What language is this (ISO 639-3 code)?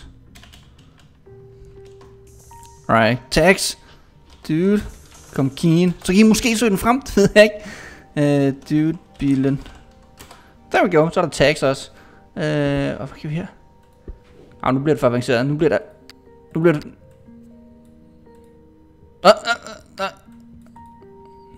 dan